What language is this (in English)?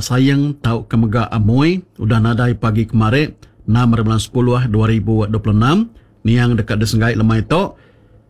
Iban